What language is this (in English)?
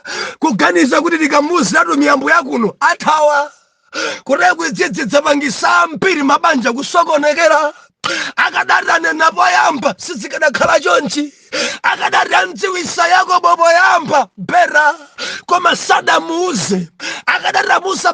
Nyanja